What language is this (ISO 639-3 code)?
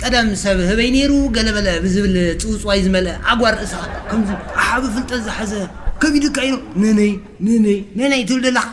tir